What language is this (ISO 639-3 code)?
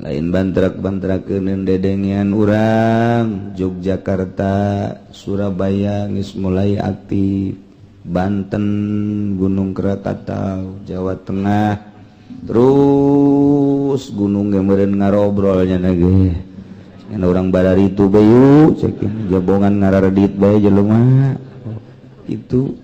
sun